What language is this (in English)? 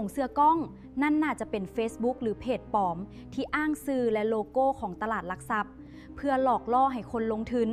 Lao